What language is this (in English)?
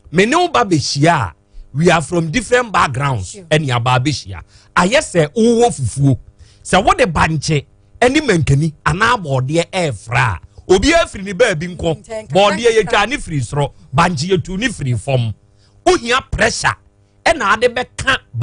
Akan